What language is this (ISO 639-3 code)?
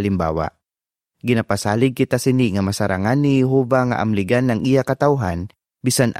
hil